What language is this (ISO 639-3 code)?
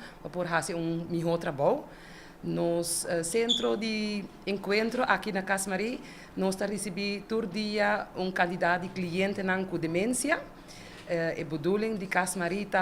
pap